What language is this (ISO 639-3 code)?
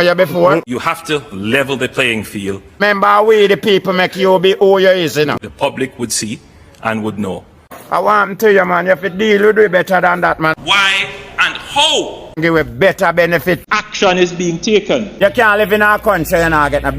jam